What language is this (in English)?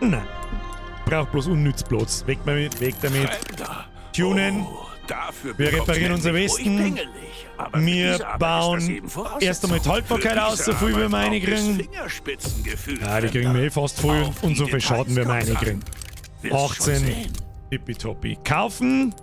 Bavarian